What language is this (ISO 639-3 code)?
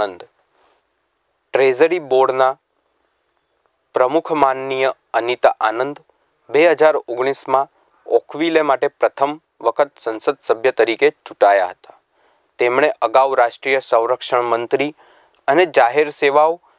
guj